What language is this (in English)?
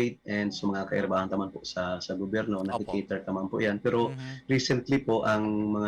Bikol